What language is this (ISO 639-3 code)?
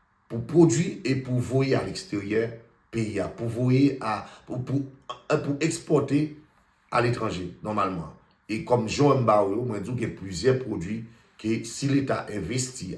hat